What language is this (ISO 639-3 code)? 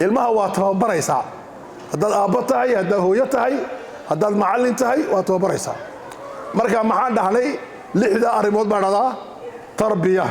som